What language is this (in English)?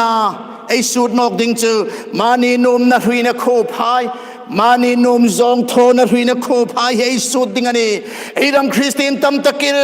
Hmar